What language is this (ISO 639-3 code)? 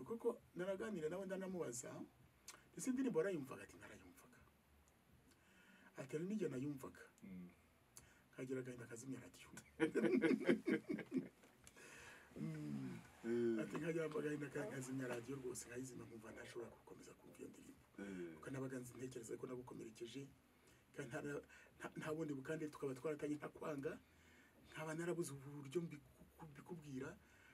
kin